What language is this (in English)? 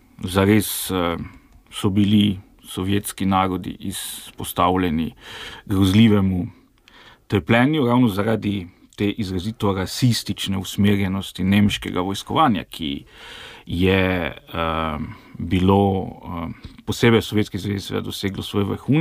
Slovenian